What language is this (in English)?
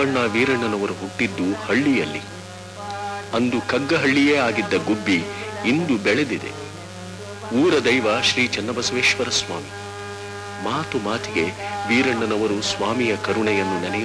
Kannada